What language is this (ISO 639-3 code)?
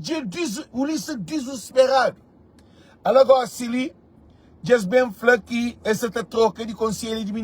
kea